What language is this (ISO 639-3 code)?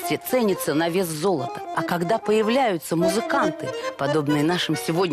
rus